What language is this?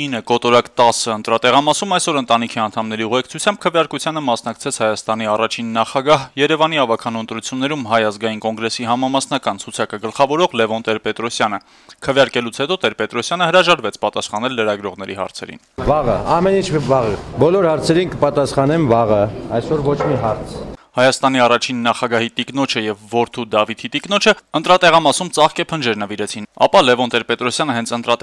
Armenian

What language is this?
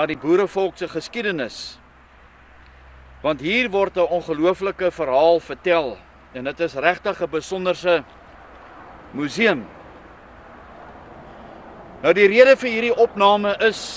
Afrikaans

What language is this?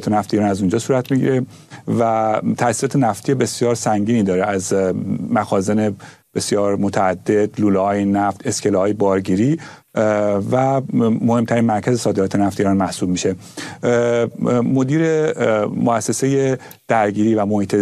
Persian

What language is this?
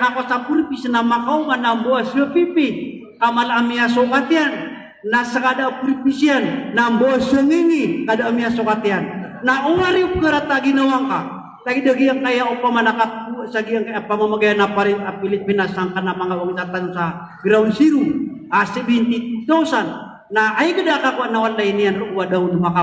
Maranao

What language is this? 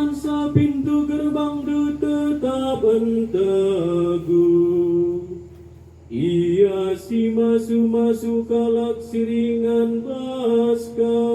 Batak Karo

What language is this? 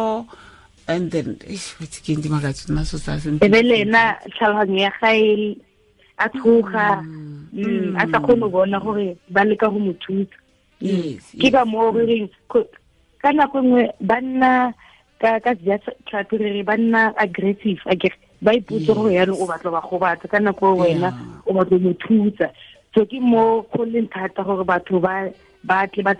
Tswana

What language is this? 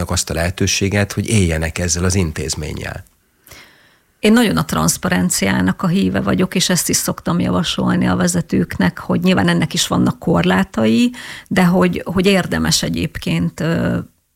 Hungarian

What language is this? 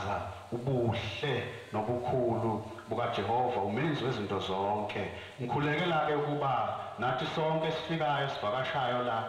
Zulu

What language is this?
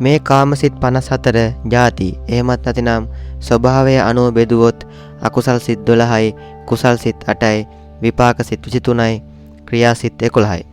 Sinhala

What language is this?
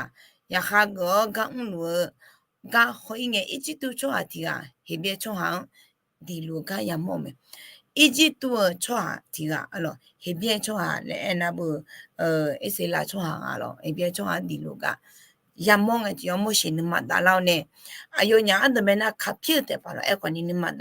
Akha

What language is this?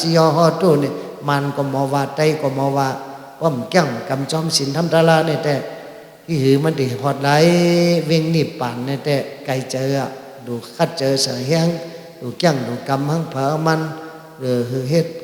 Shan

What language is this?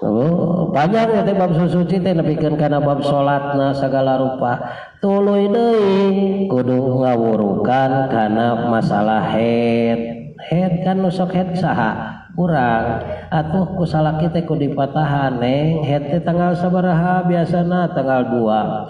Sundanese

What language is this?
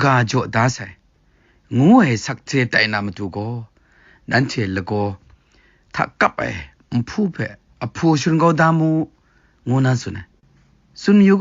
Kachin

